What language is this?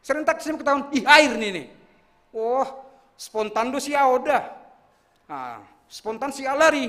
Batak Simalungun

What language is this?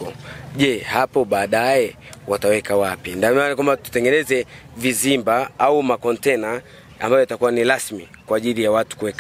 Swahili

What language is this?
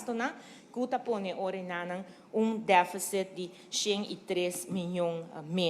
Papiamento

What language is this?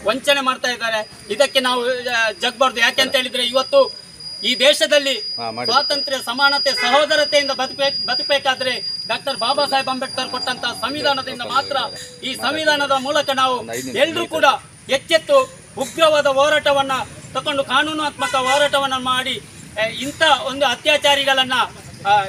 Kannada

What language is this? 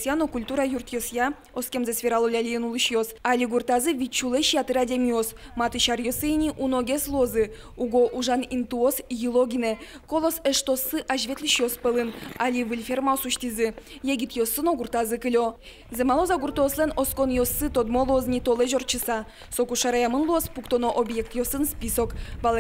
Udmurt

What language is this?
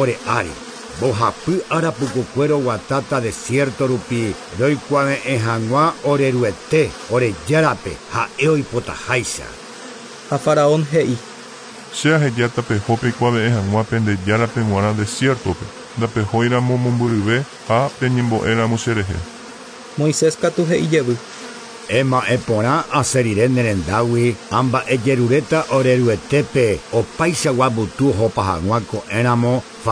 Guarani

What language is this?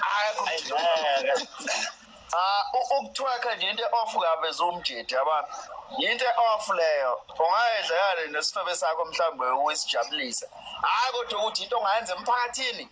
Zulu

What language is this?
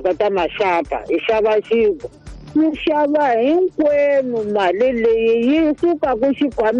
Tsonga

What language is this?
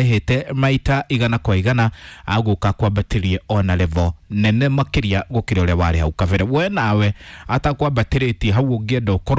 Kikuyu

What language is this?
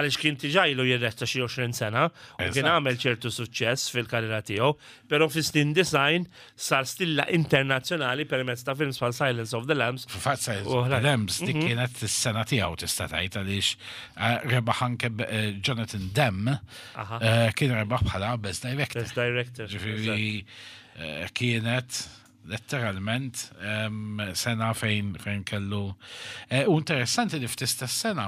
Maltese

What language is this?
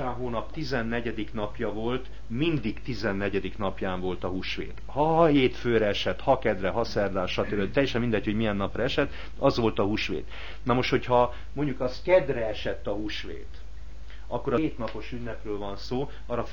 Hungarian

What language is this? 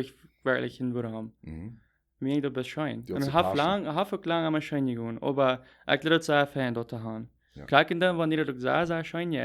Plautdietsch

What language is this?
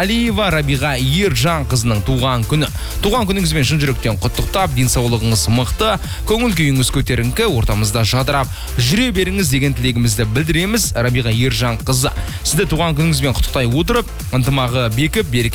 Kazakh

